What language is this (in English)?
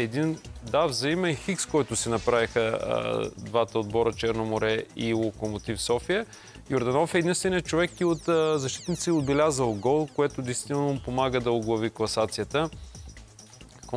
Bulgarian